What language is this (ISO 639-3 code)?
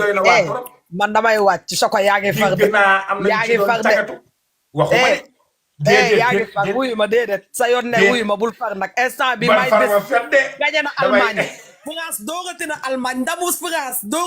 wol